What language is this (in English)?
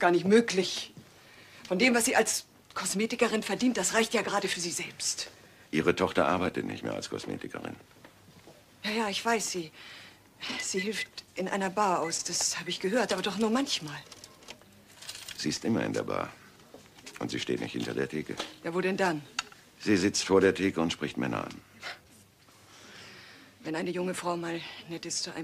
German